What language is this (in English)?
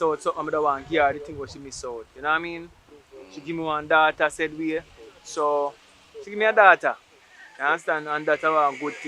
Jamaican Creole English